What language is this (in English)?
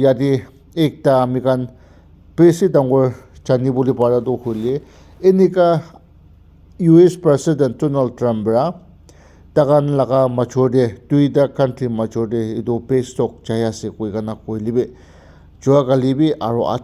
Naga Pidgin